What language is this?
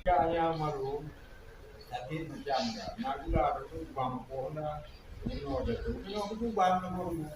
Achinese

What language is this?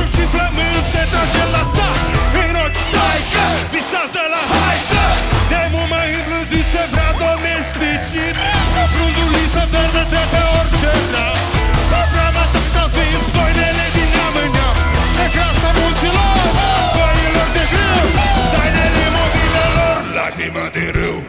Romanian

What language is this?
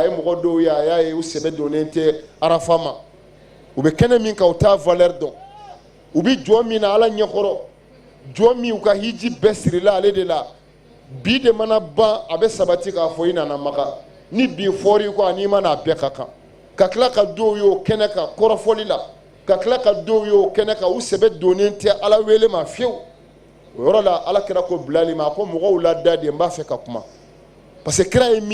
Bambara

